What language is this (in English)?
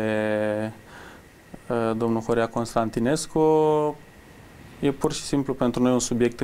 Romanian